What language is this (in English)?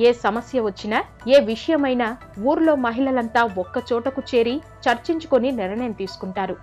Telugu